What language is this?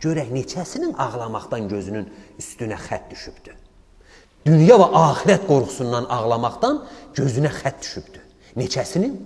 Azerbaijani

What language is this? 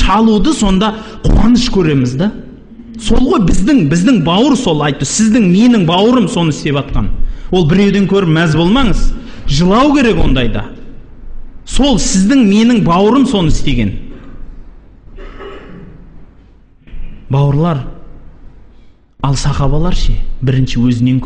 Kazakh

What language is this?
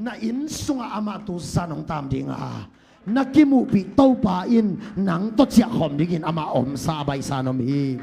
Tedim Chin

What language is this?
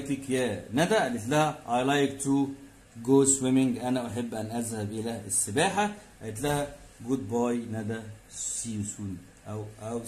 Egyptian Arabic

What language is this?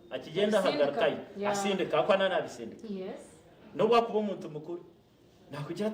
Nyankole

